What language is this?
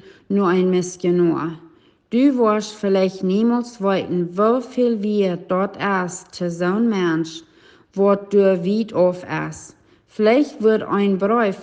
Plautdietsch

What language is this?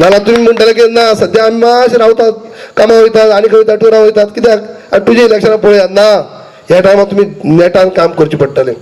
Konkani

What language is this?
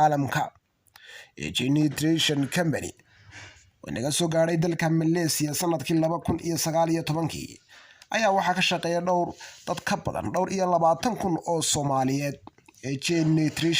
Somali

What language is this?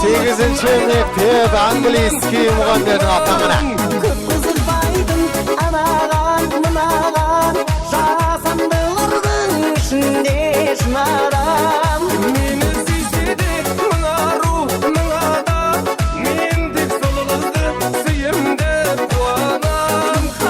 Kara-Kalpak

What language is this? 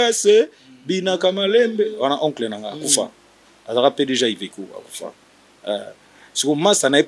Lingala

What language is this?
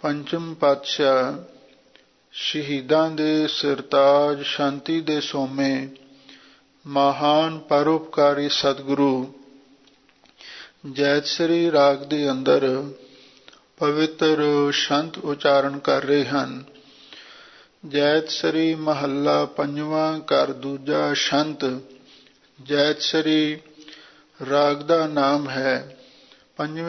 Punjabi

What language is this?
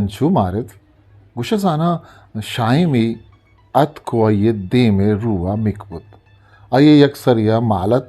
Eastern Balochi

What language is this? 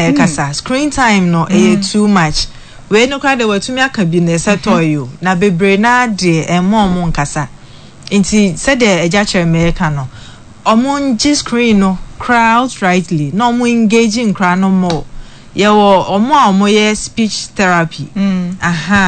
Akan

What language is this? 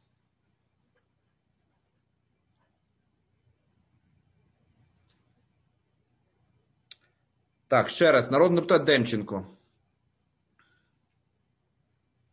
Ukrainian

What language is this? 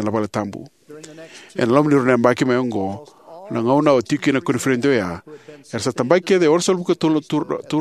Fijian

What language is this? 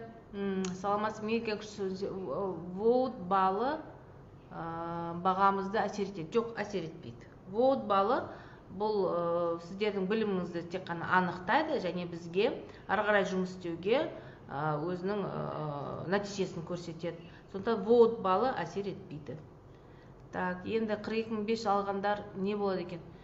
Kazakh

